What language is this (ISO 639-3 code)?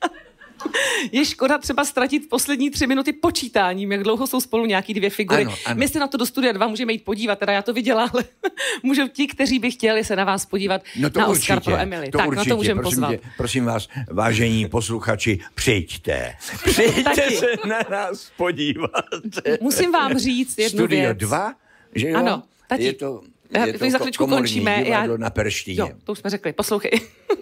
ces